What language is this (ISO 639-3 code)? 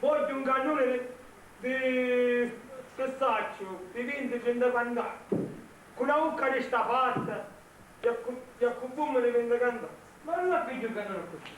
scn